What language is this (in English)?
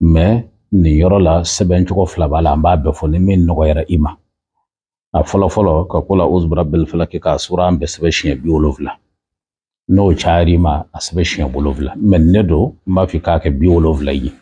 Bambara